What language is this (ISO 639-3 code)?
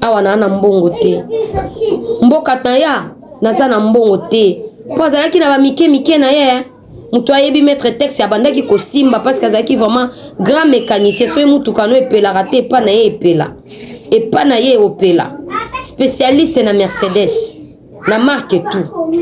lin